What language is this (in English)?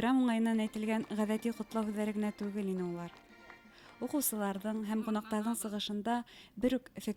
Bashkir